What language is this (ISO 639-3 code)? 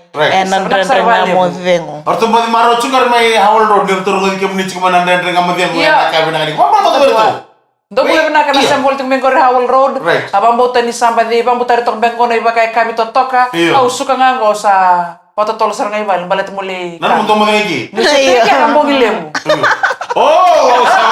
fij